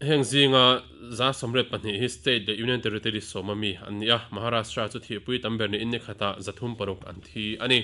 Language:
Mizo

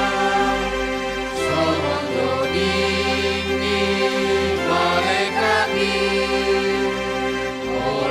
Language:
Batak Simalungun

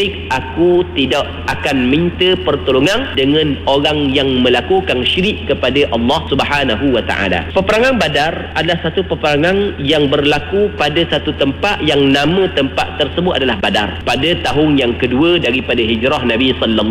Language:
Malay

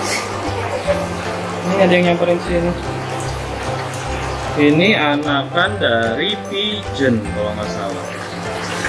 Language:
Indonesian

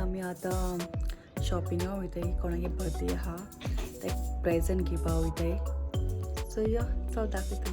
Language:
Konkani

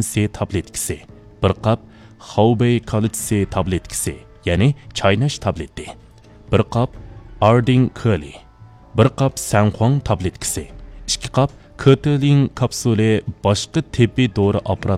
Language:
Uyghur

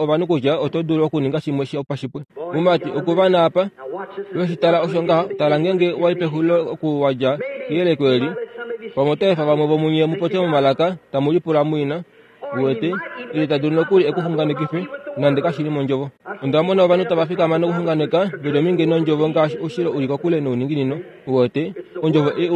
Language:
Kuanyama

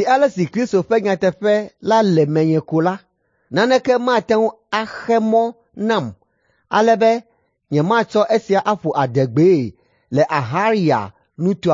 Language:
Ewe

